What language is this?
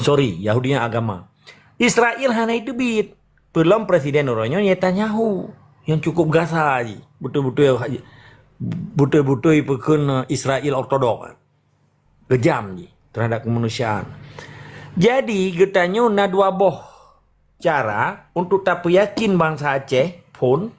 Achinese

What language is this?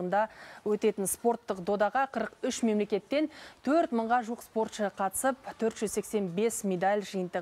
Kazakh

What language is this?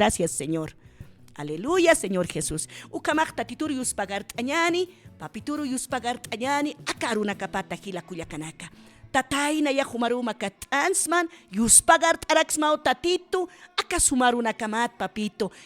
Aymara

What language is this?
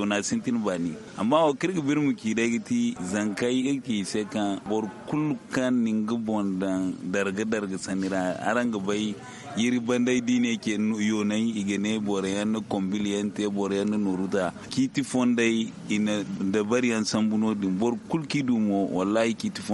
Zarma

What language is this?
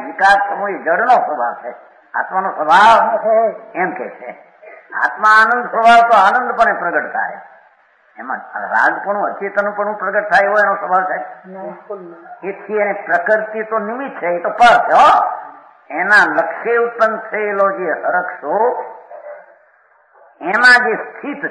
Gujarati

